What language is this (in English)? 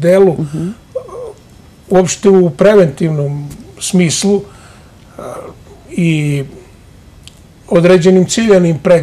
Serbian